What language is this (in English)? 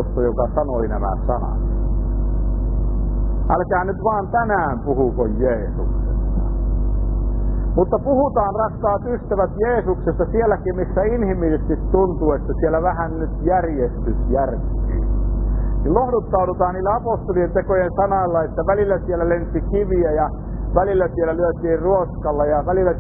Finnish